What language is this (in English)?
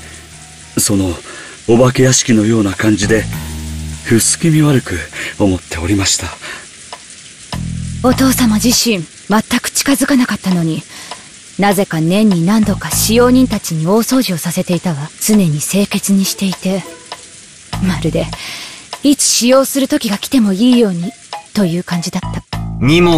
Japanese